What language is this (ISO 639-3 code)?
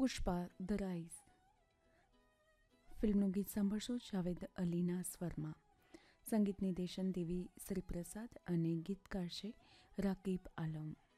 guj